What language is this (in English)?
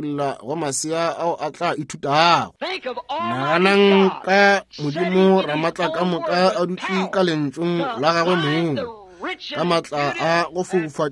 Northern Sotho